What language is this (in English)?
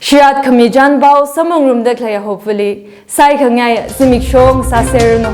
Tangkhul Naga (India)